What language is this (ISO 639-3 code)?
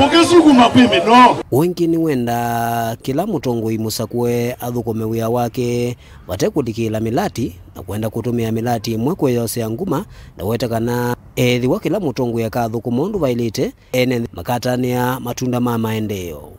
kam